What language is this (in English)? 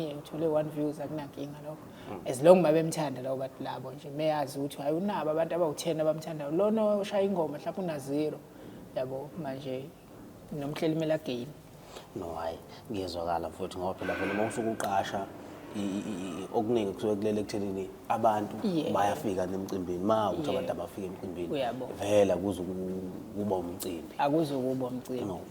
Zulu